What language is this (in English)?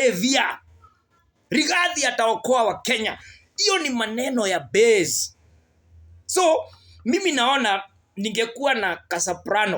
Swahili